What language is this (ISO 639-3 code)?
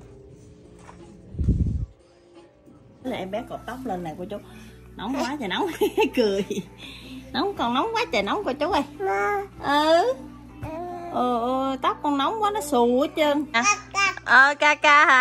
vie